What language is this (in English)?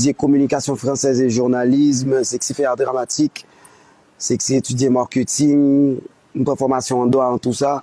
Haitian Creole